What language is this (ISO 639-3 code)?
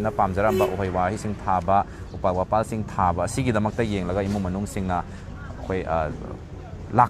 mni